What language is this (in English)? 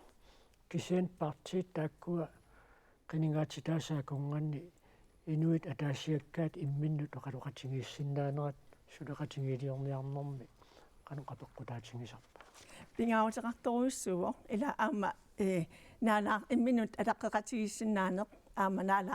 Kalaallisut